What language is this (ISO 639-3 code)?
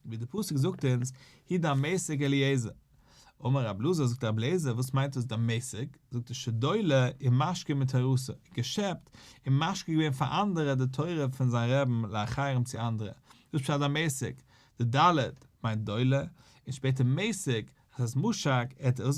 yid